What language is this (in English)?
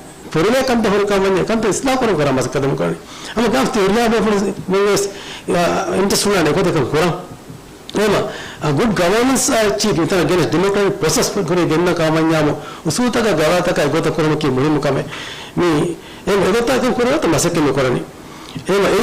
Divehi